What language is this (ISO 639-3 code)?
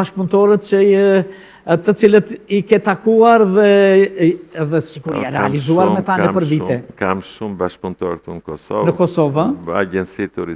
sqi